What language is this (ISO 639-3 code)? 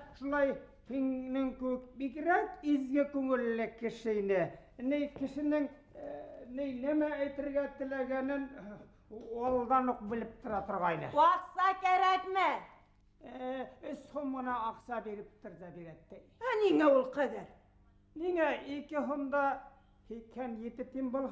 bak